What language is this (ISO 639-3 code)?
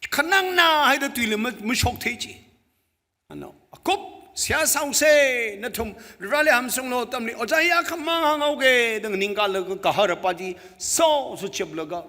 nmf